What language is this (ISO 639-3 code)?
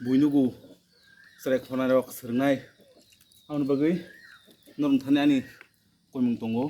trp